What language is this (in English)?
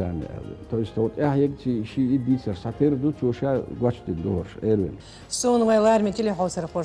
Chechen